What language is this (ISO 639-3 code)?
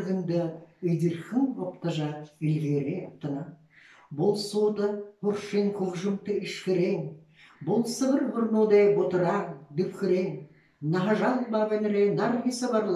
bua